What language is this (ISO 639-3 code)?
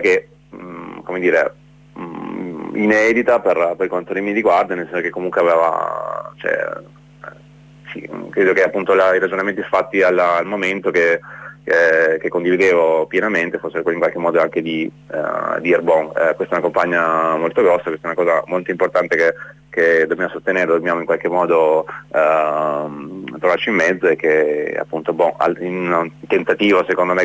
ita